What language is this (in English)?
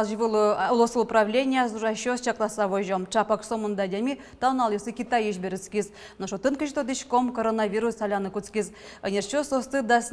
Udmurt